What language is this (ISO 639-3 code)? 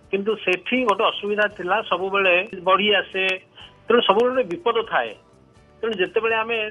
ori